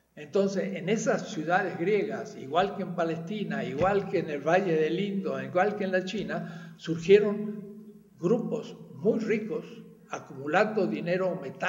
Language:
Spanish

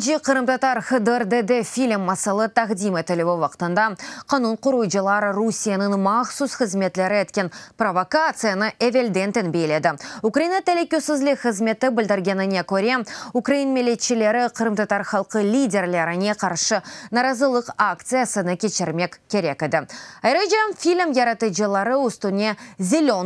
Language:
Crimean Tatar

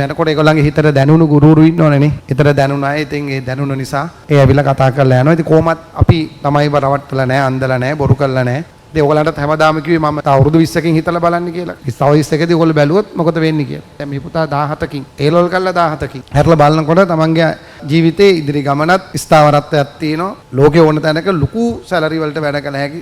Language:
Sinhala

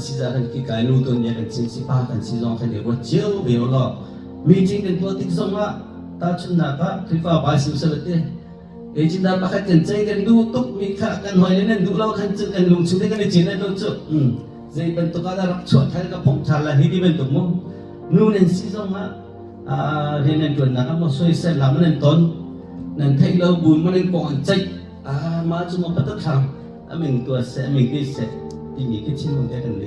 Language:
Hakha Chin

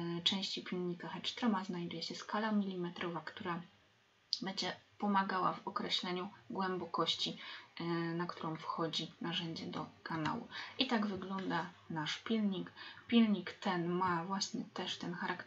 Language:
Polish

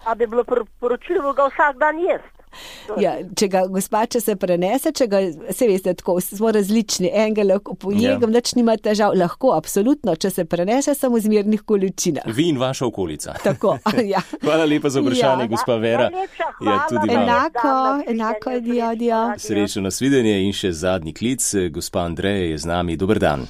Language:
Slovenian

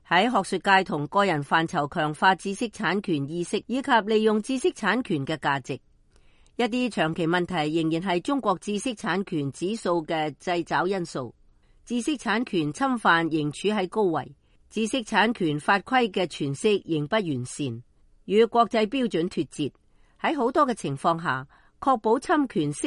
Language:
Cantonese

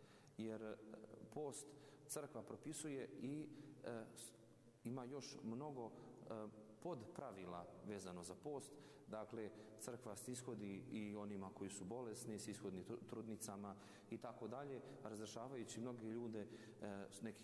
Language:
Serbian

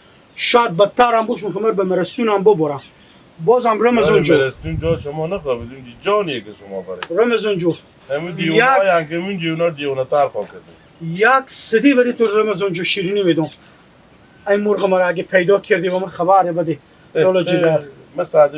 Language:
Hazaragi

